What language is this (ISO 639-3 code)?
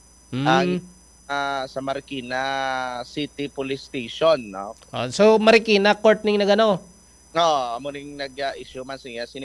hil